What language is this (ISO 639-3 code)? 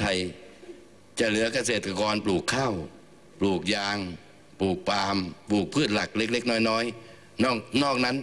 tha